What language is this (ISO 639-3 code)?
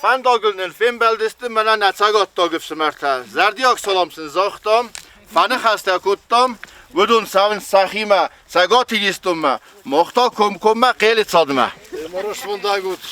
oss